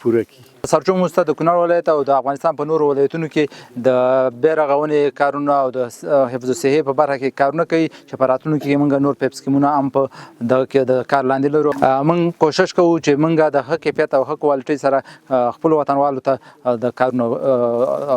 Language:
Pashto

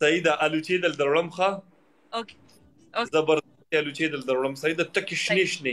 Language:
Pashto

